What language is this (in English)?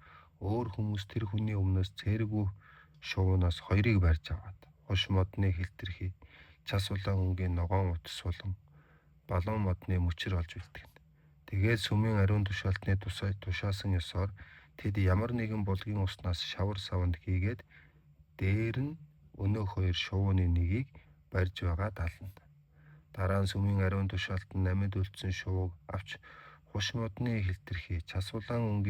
Mongolian